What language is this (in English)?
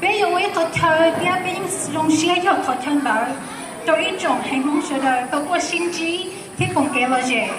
Hmong